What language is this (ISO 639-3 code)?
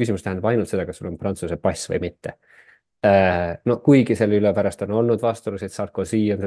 est